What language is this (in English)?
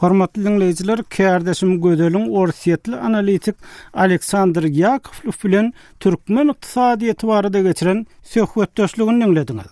Turkmen